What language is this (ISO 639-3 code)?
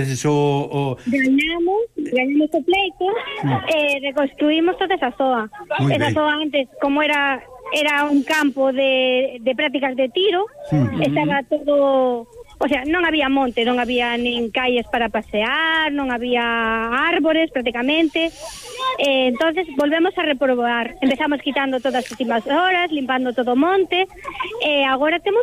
glg